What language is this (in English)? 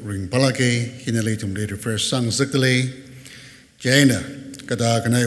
Tangkhul Naga (India)